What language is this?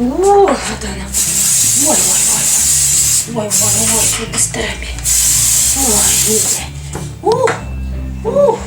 Yakut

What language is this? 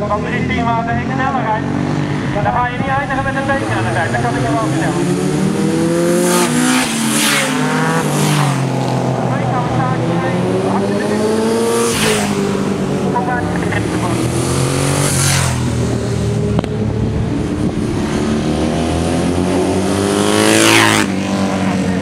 Dutch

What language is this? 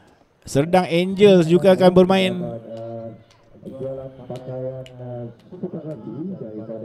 Malay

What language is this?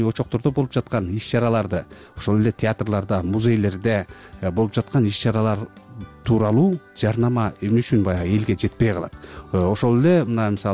Kyrgyz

